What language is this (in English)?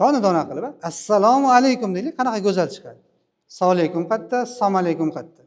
Uzbek